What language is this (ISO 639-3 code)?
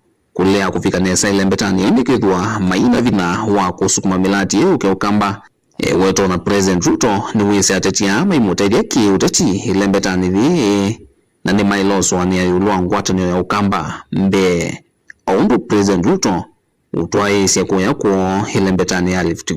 kam